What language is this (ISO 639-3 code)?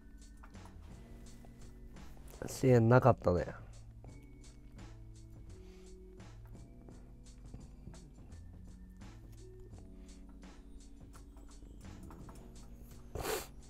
jpn